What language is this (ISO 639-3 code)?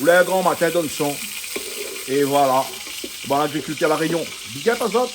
rcf